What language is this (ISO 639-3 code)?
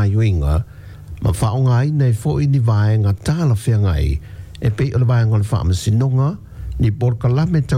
smo